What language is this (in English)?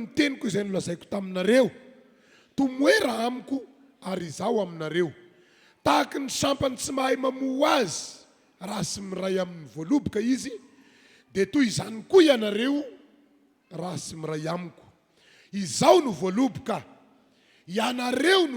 Malagasy